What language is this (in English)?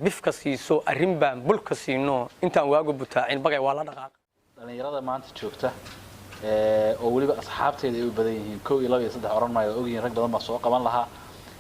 Somali